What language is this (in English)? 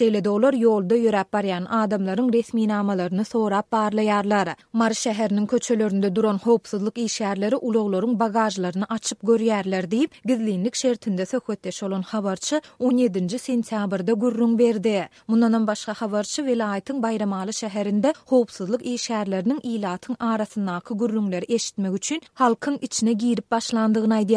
Turkmen